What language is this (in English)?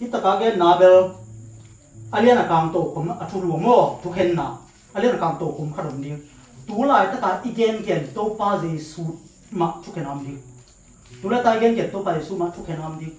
Tedim Chin